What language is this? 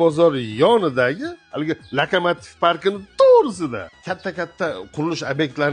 Uzbek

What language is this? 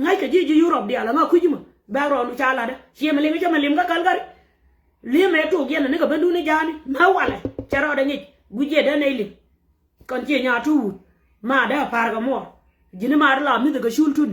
Nuer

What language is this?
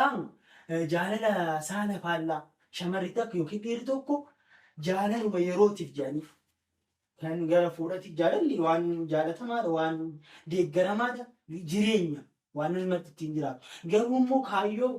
Oromo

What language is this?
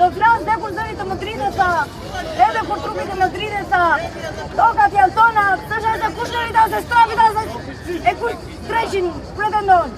Albanian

